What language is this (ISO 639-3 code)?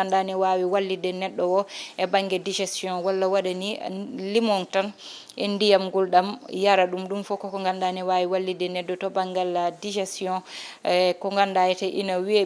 ful